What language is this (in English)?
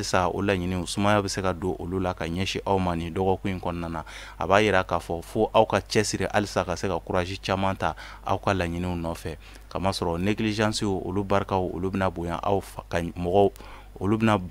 Bambara